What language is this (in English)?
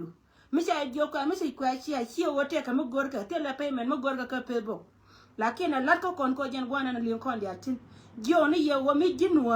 Nuer